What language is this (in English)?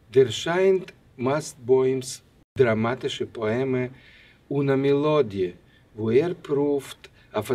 Yiddish